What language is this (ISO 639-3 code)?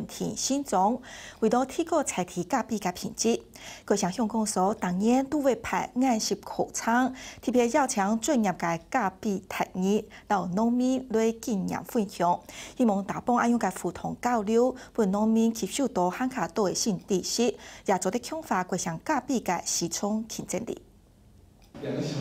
hak